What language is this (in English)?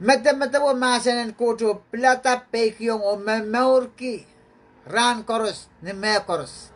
Pohnpeian